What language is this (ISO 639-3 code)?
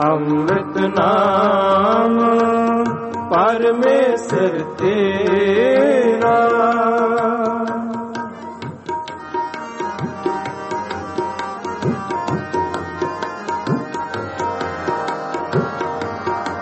pan